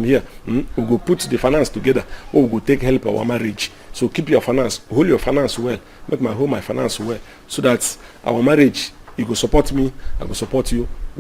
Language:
Nigerian Pidgin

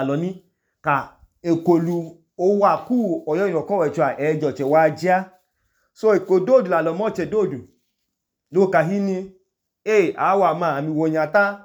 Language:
Idoma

